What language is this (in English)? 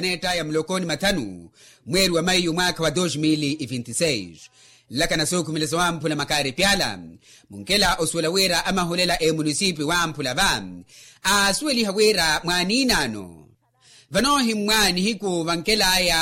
Makhuwa